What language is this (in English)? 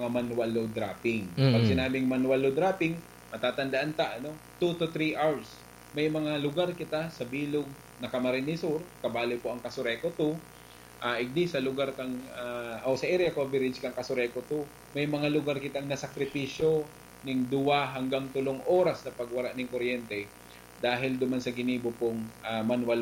Bikol